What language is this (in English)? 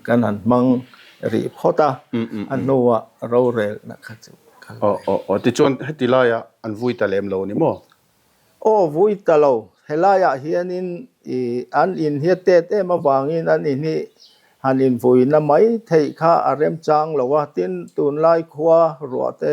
Mizo